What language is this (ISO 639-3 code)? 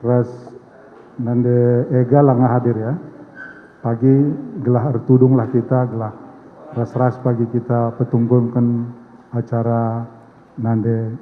btx